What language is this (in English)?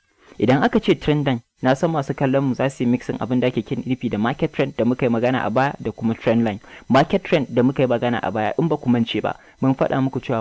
Hausa